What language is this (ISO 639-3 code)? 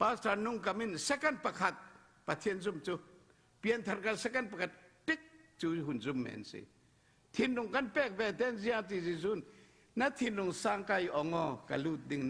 cfm